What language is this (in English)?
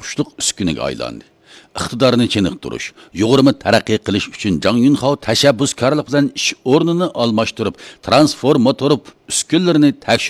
Uyghur